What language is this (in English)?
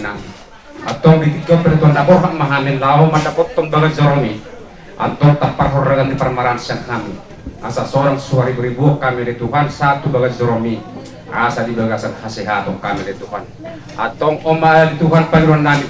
Batak Toba